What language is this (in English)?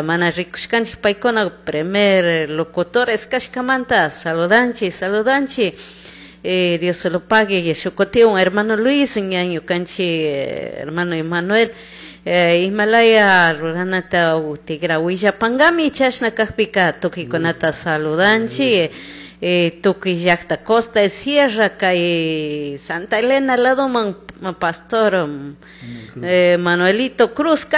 Chimborazo Highland Quichua